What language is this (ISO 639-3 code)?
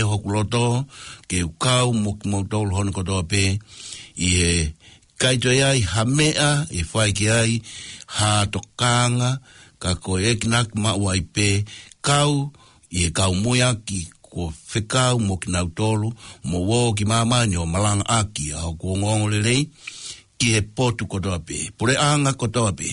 ton